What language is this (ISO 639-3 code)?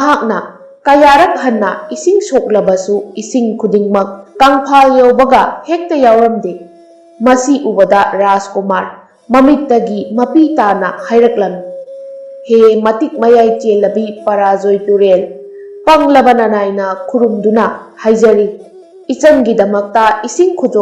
mni